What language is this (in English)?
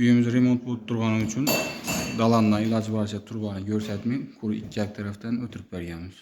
Uzbek